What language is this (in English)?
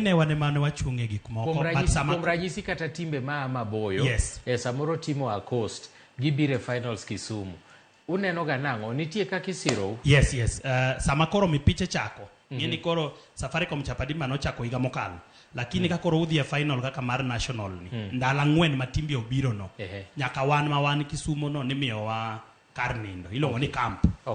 Luo (Kenya and Tanzania)